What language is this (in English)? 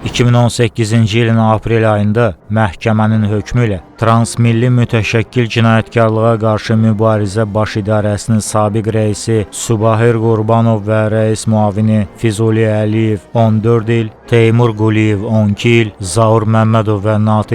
Azerbaijani